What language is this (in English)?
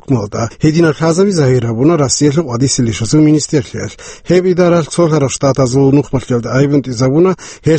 Avaric